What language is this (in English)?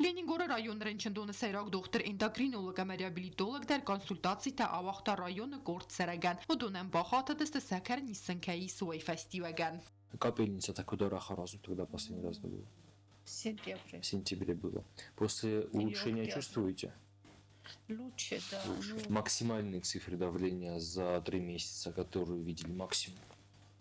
Ossetic